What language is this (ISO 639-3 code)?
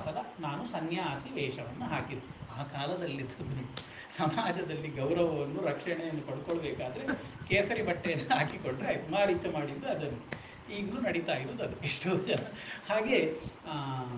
kan